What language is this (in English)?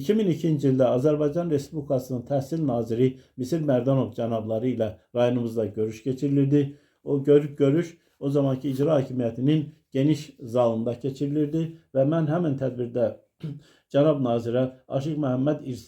Azerbaijani